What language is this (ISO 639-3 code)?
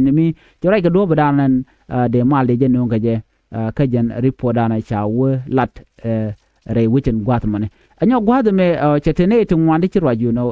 nus